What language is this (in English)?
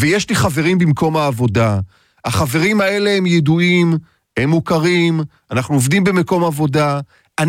Hebrew